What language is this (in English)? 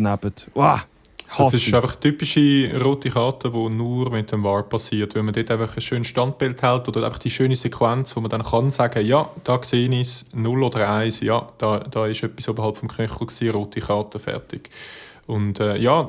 Swiss German